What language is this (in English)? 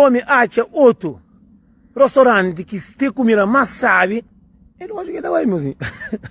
Kabuverdianu